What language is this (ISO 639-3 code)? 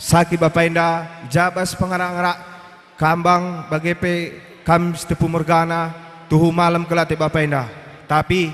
btx